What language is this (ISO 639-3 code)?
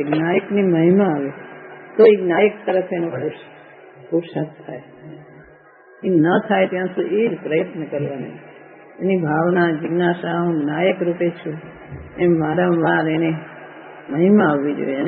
guj